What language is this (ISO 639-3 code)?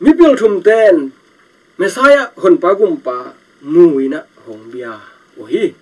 ctd